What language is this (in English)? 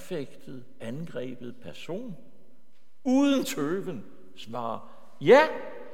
Danish